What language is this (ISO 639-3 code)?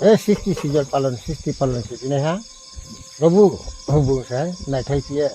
ria